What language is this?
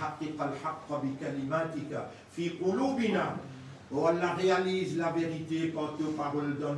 Morisyen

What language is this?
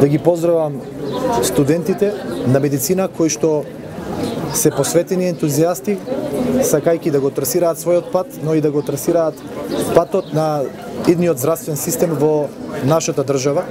Macedonian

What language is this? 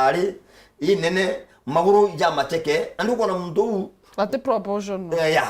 Meru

